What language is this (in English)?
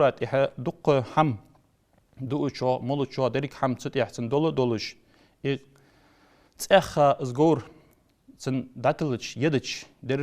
Ingush